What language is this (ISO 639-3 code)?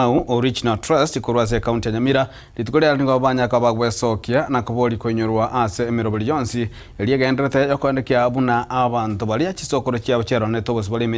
guz